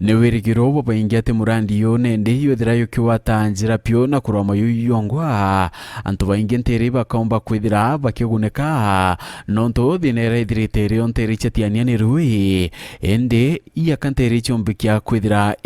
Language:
Meru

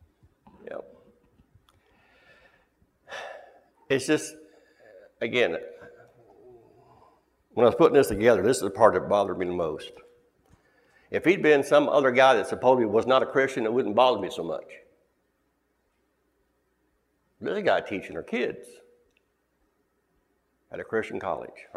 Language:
English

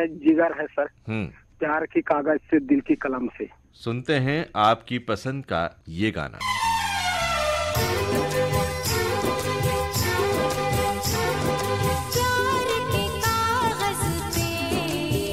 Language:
Hindi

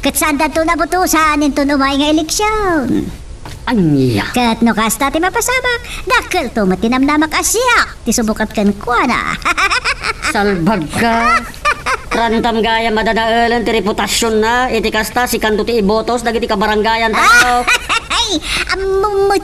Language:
Iloko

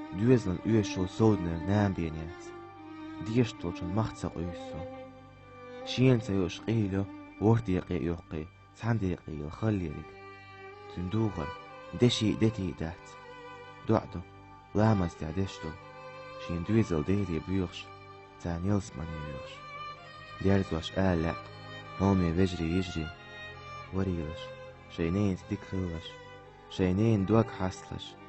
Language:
Chechen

